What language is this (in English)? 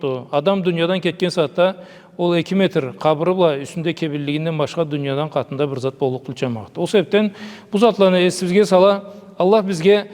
Karachay-Balkar